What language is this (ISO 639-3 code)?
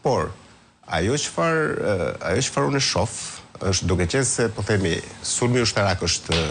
sqi